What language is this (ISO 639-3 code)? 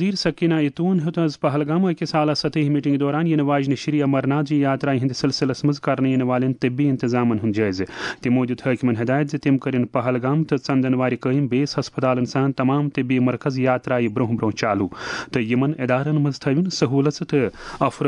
kas